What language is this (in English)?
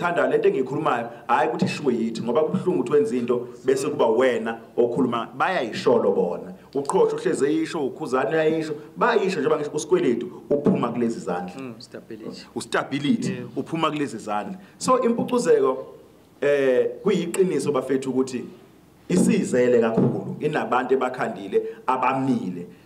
Zulu